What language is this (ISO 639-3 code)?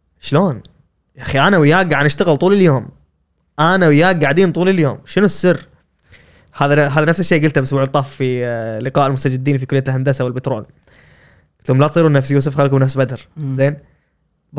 afb